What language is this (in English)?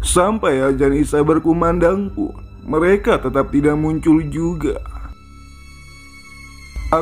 Indonesian